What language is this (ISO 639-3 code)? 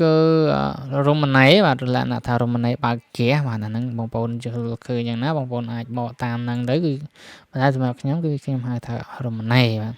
khm